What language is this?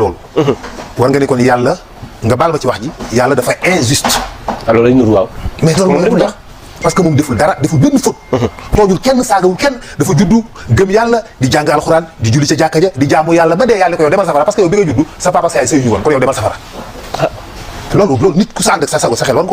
Wolof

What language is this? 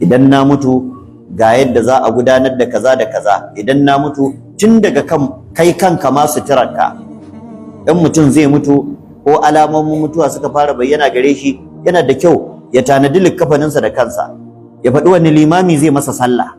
Hausa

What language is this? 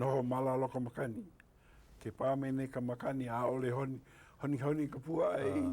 Hawaiian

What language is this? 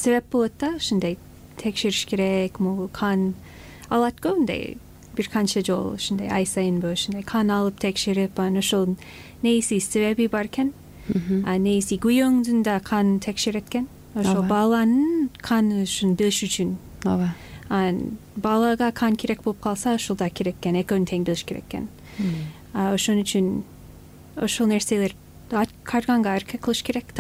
Kyrgyz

